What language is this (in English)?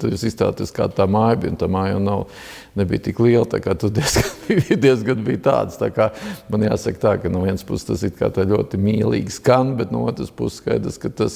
Latvian